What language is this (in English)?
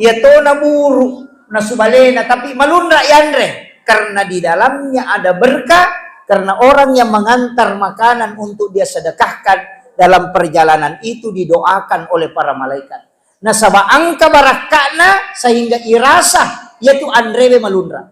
Buginese